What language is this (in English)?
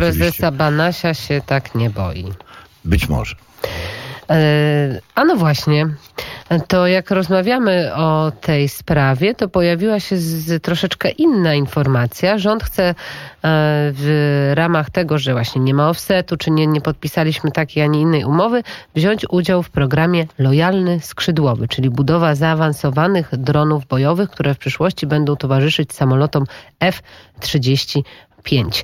Polish